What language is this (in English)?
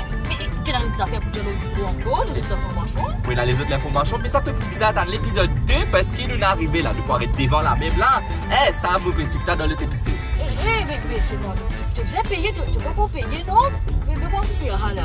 Morisyen